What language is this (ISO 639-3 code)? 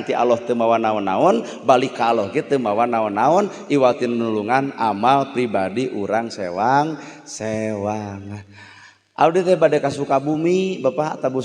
sun